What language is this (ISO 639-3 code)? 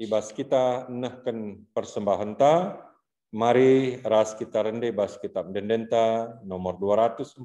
btx